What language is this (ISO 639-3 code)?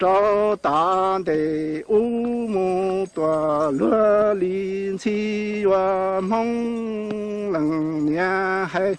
hmn